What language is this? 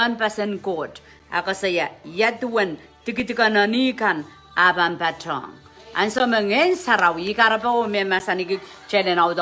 Pohnpeian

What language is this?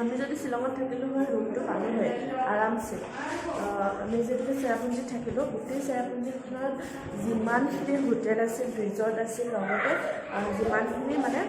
Assamese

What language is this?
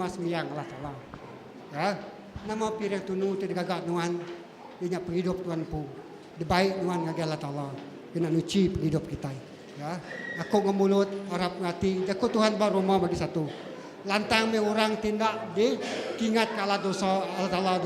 Iban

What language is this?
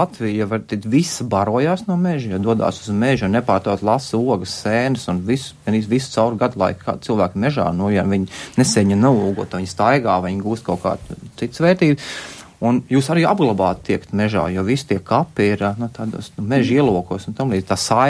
Latvian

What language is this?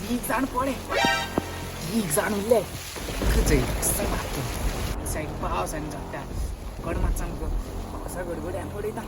Konkani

